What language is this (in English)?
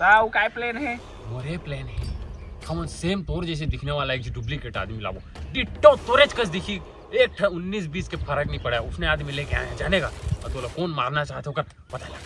Chhattisgarhi